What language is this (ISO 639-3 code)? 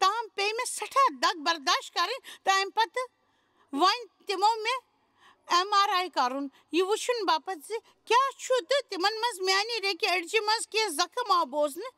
kas